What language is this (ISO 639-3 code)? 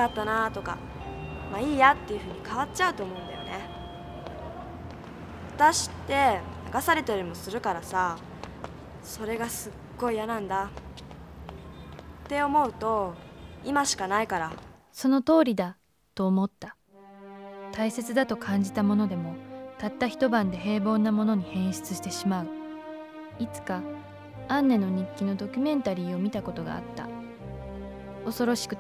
jpn